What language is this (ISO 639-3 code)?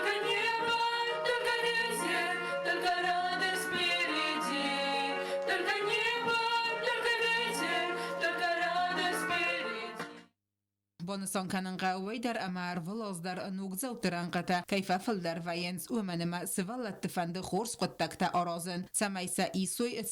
oss